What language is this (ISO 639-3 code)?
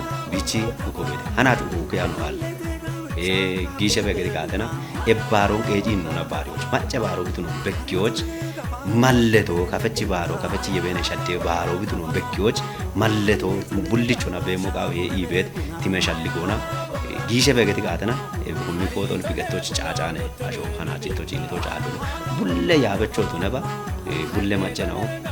kbr